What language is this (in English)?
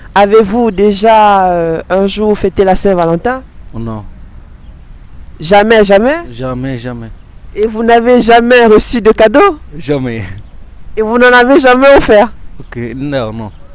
French